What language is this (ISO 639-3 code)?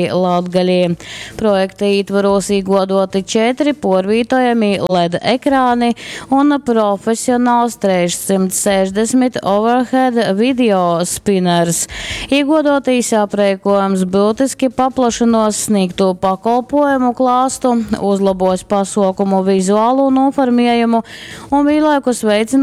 ltg